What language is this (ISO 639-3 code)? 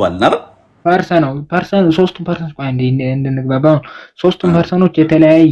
amh